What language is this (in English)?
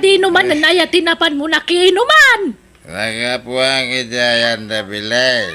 Iloko